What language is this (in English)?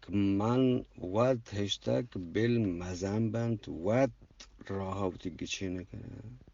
Eastern Balochi